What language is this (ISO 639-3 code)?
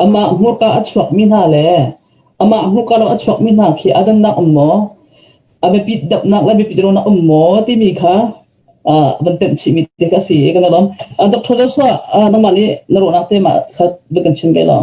cnh